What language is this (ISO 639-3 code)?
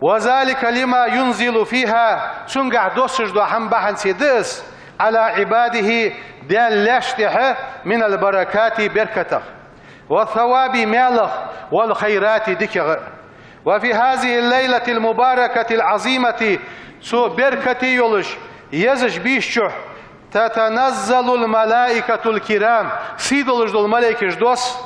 inh